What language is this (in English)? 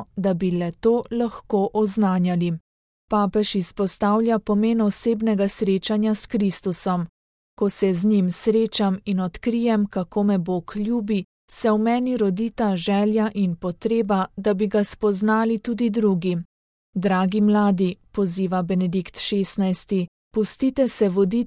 Slovenian